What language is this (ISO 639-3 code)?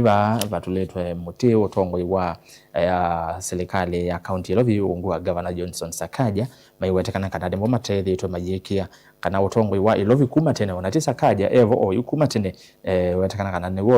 kam